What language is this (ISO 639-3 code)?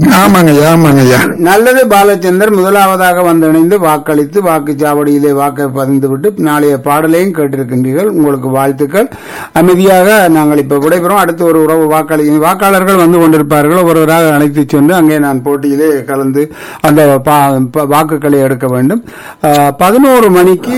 tam